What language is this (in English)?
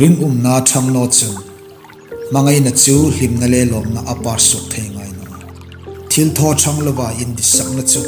Hmar